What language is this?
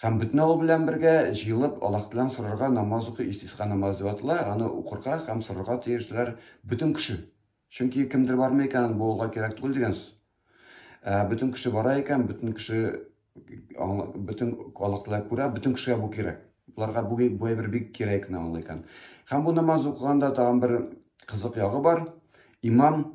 Tatar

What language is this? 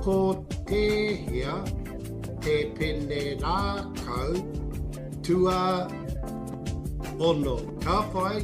Māori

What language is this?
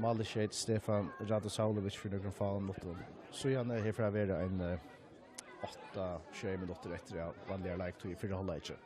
Faroese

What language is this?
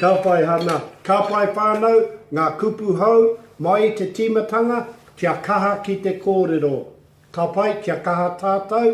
Māori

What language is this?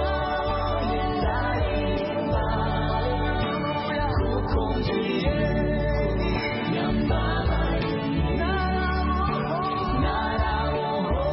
Kinyarwanda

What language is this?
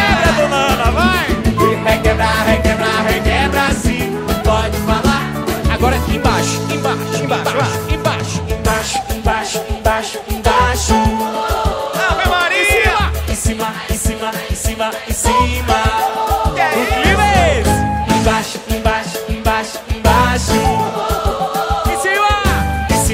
Portuguese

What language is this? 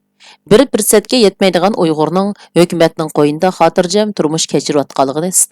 Uyghur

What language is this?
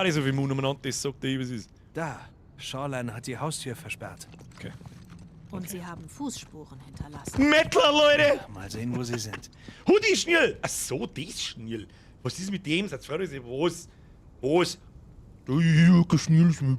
Bavarian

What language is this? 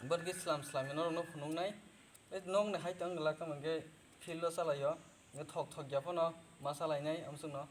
Kok Borok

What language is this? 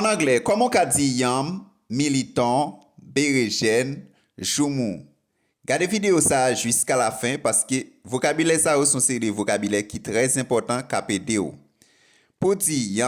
Haitian Creole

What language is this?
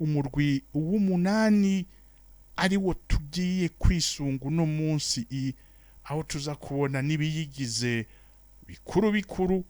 Rundi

